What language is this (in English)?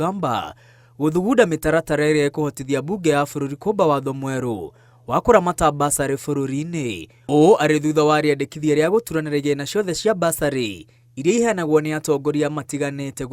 Kikuyu